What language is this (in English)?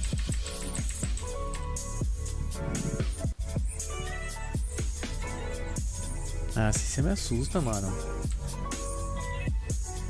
Portuguese